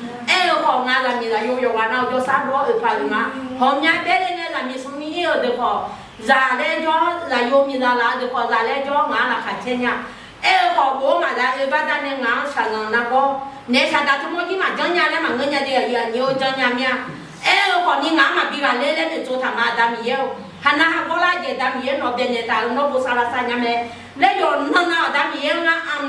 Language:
Akha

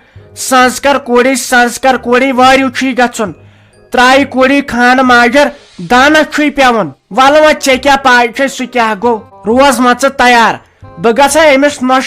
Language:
Kashmiri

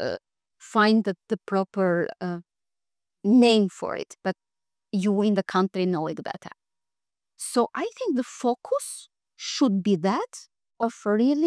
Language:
English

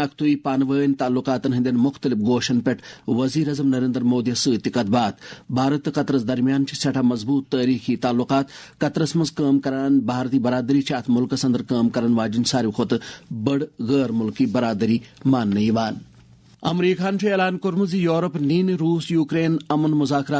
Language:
Kashmiri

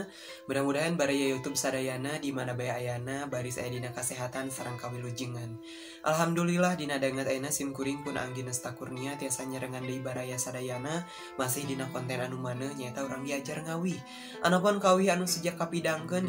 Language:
Sundanese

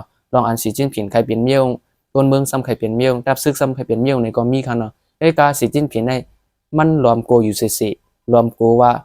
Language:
Shan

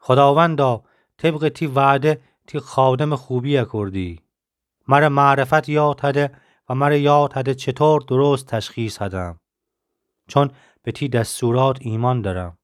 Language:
Gilaki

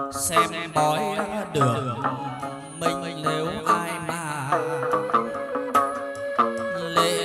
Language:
Vietnamese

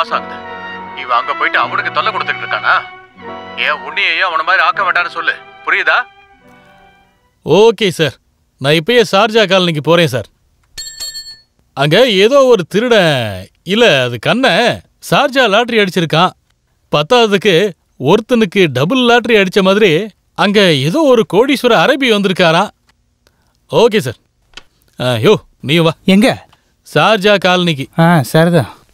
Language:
Tamil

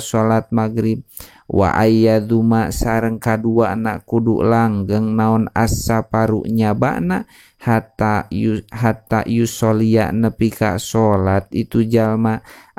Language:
Sundanese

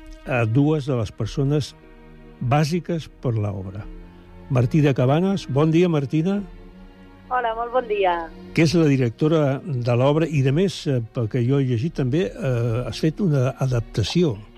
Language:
Catalan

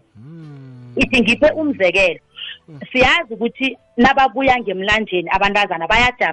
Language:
South Ndebele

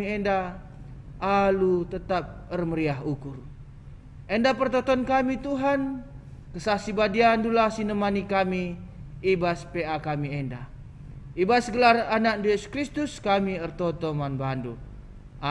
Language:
Batak Karo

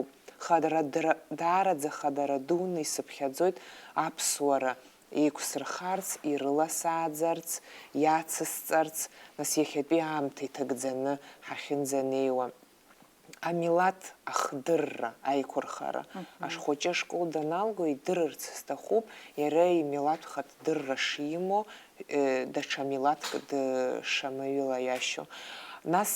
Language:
Abkhazian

